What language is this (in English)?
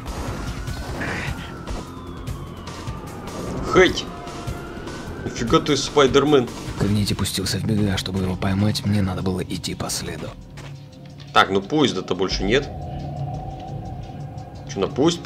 Russian